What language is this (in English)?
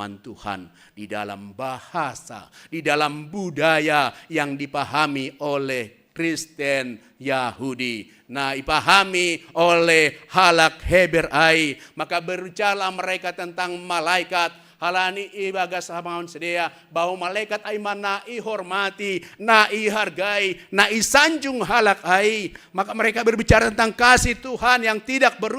Batak Simalungun